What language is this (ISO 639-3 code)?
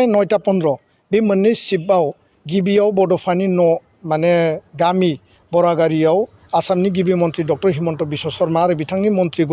brx